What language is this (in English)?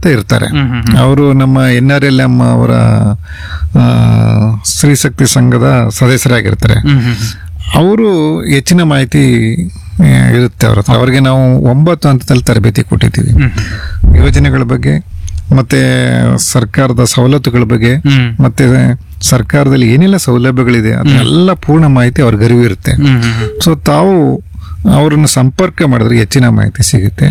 Kannada